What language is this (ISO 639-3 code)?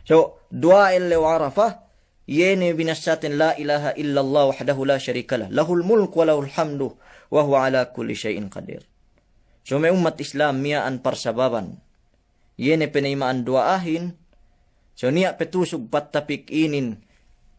yka